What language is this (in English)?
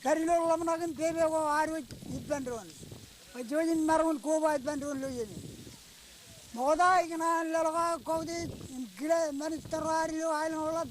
Marshallese